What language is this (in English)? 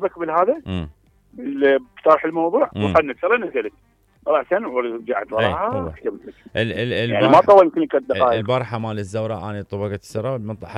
Mesopotamian Arabic